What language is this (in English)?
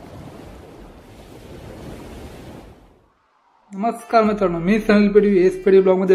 Marathi